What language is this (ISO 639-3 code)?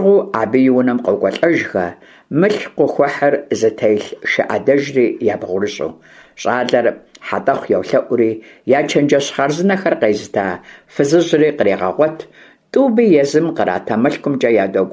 kbd